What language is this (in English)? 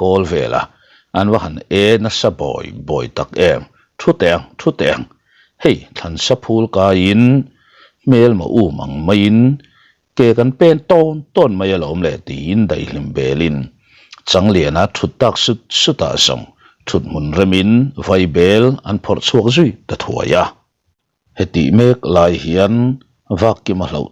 Mizo